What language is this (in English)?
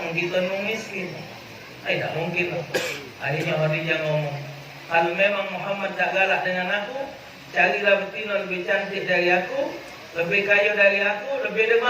Musi